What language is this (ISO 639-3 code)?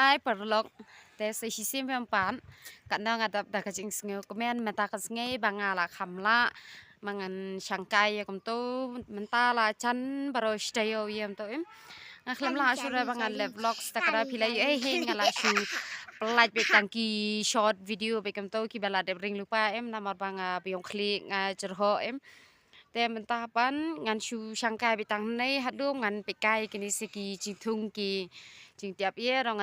kha